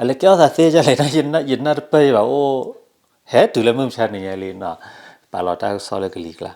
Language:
S'gaw Karen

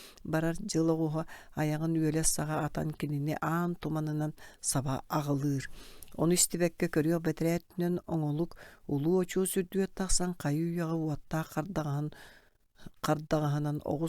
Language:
Yakut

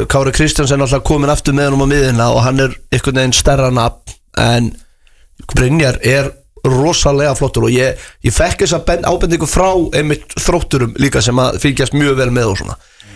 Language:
Icelandic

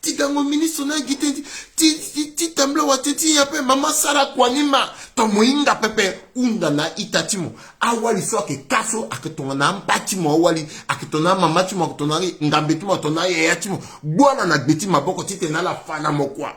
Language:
Sango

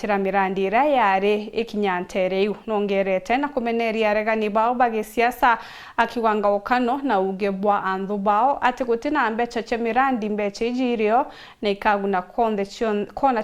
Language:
Meru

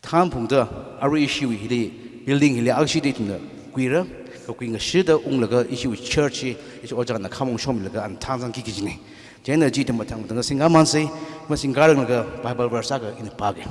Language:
Tangkhul Naga (India)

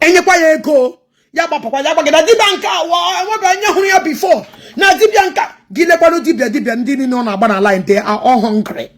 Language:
Igbo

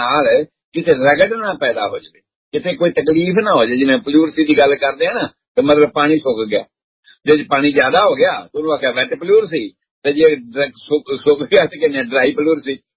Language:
Punjabi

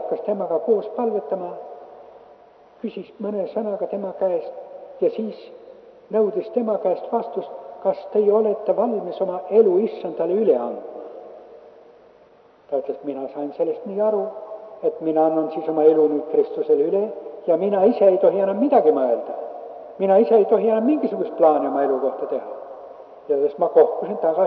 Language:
Estonian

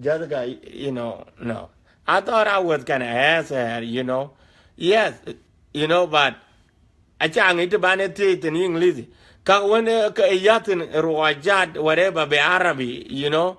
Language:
Dinka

